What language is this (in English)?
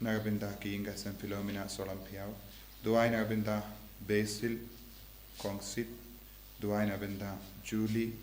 Khasi